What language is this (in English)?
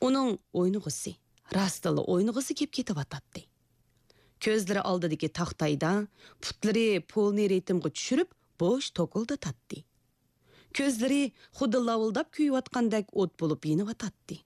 Uyghur